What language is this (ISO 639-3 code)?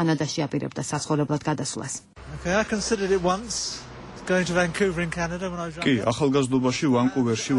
kat